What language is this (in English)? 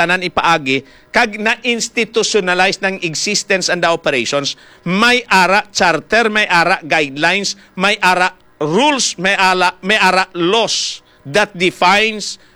Hiligaynon